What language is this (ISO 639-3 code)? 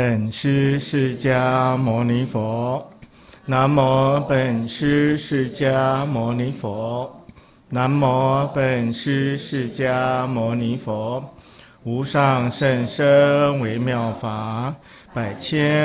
zho